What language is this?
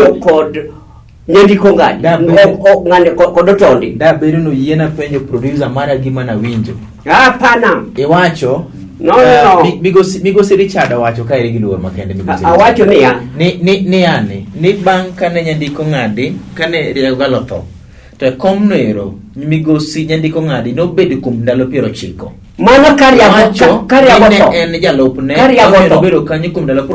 Luo (Kenya and Tanzania)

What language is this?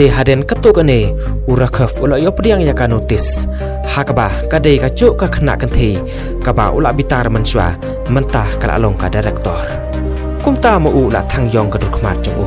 Khasi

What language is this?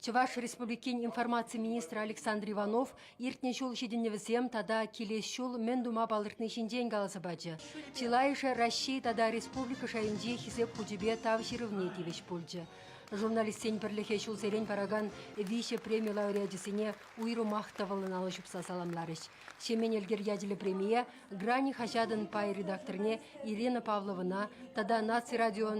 Chuvash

